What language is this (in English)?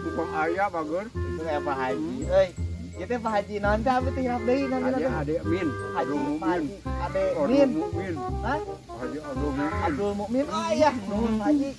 Sundanese